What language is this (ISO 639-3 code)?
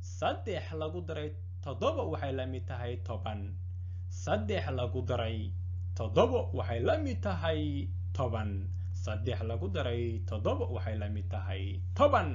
som